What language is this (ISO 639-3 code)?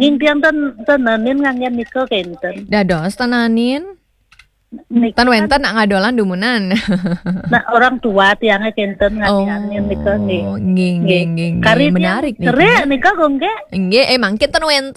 ban